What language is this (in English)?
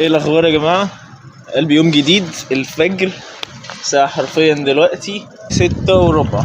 Egyptian Arabic